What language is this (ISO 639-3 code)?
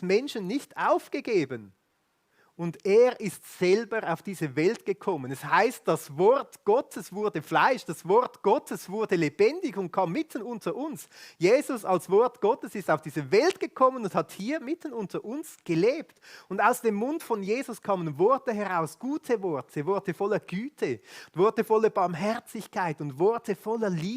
gsw